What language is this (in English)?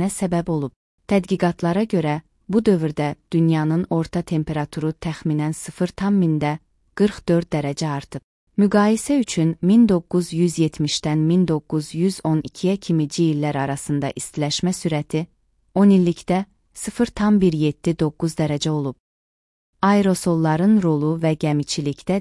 Azerbaijani